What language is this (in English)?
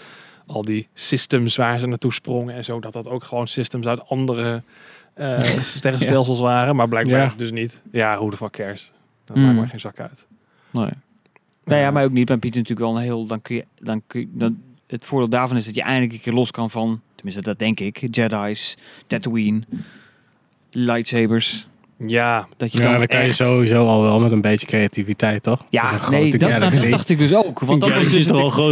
Dutch